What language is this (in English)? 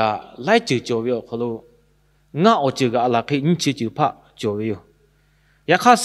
Lahu